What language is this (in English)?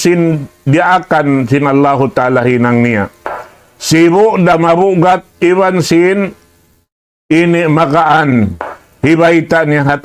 Tausug